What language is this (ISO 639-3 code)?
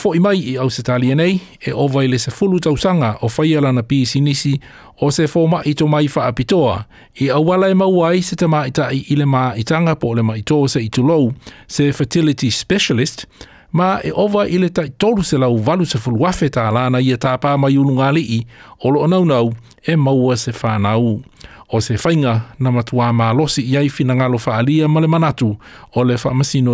smo